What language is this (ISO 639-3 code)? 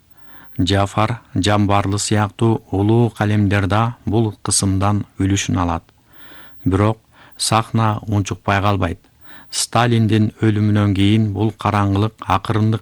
kir